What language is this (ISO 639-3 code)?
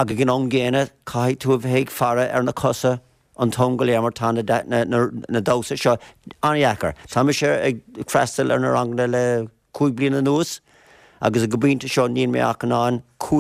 gle